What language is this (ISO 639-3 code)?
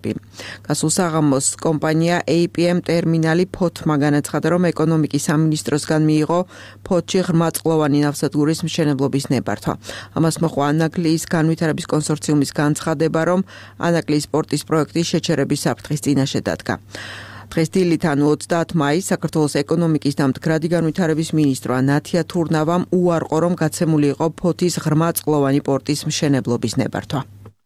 kat